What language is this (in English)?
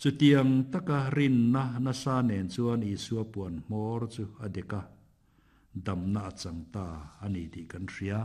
Mizo